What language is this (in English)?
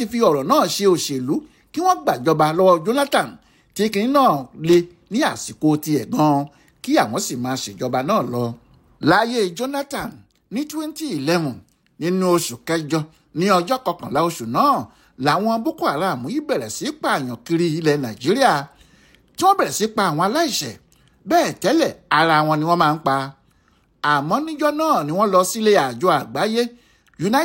Yoruba